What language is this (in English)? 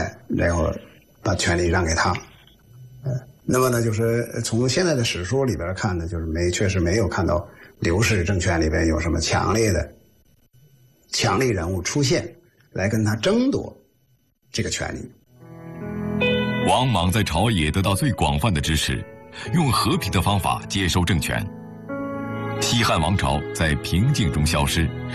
Chinese